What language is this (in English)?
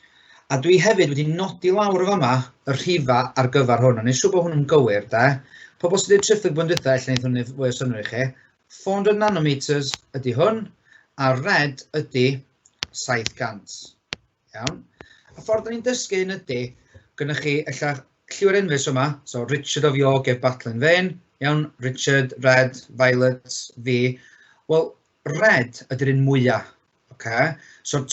Welsh